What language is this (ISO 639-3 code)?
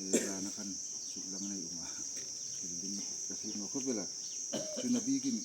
hmr